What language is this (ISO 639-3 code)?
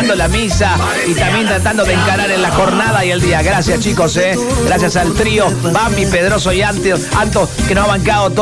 spa